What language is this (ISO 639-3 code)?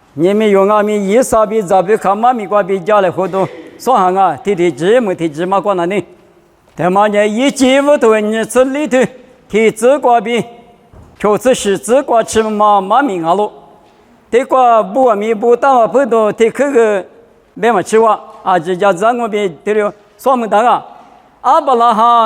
lis